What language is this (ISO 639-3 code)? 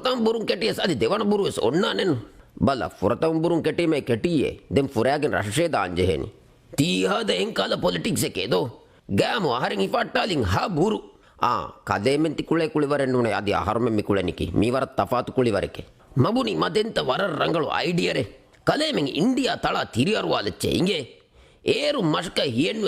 div